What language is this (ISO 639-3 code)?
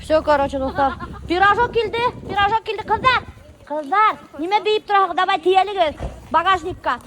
bak